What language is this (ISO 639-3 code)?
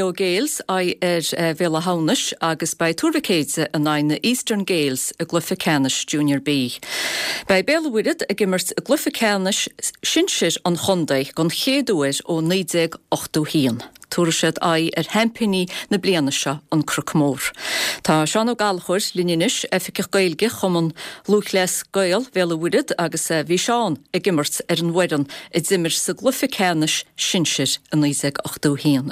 gle